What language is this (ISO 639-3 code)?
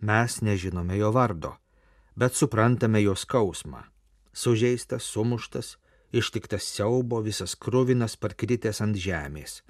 lit